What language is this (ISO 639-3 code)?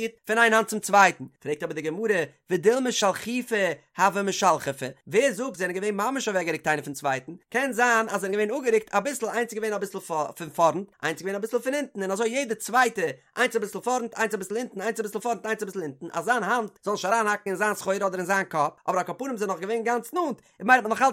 yid